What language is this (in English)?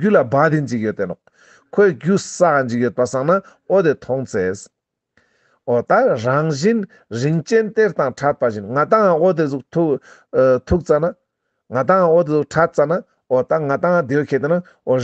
Ladakhi